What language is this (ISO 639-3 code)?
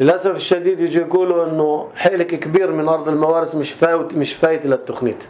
apc